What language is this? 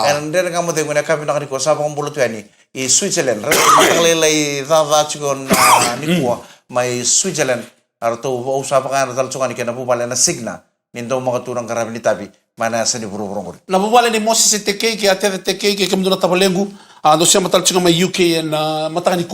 Fijian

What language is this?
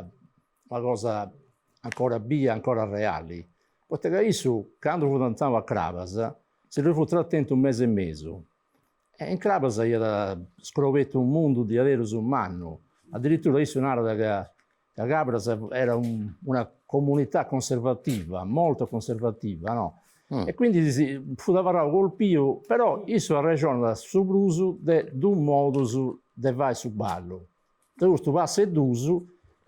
Sardinian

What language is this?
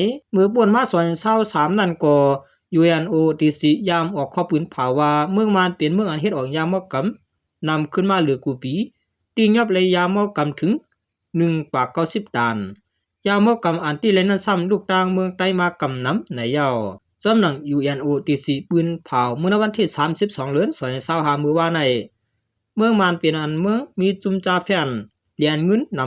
Shan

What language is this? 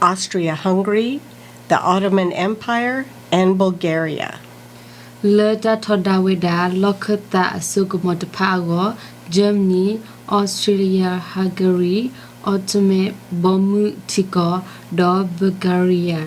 S'gaw Karen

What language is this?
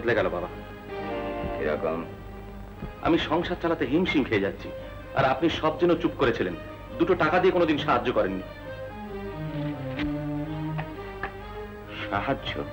Bangla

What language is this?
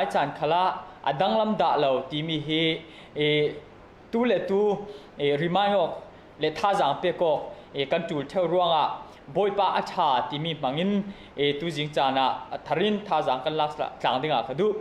Falam Chin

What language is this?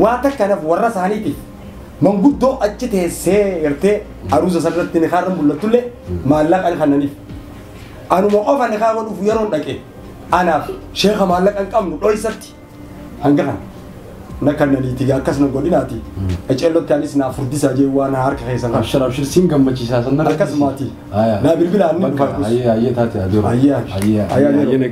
Oromo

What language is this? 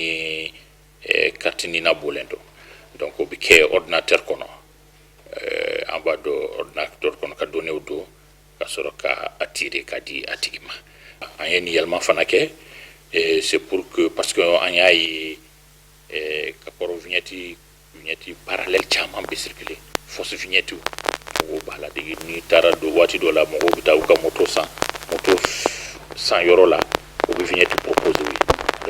Bambara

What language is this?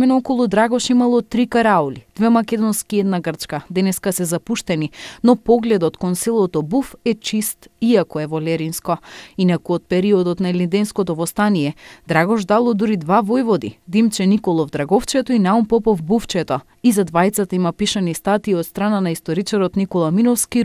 Macedonian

